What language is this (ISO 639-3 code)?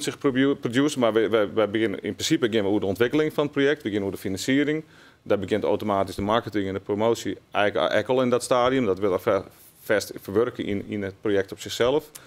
fry